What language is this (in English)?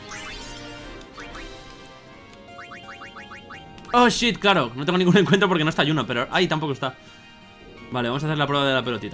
Spanish